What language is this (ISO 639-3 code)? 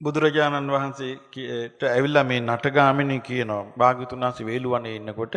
sin